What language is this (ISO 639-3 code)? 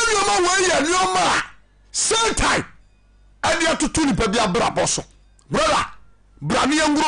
aka